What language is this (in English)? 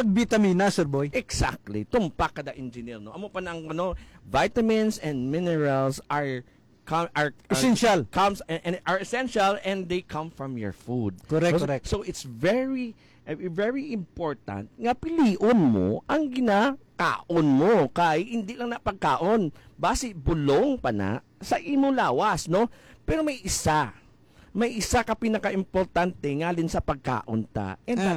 Hiligaynon